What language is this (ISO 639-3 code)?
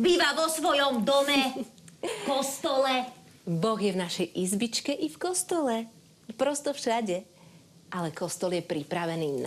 slk